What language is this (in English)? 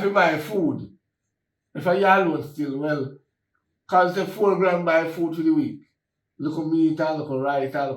Jamaican Creole English